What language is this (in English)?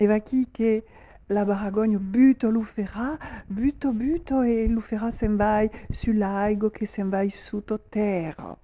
Occitan